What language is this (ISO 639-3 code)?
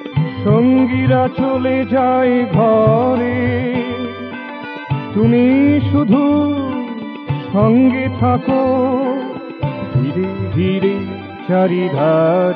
ben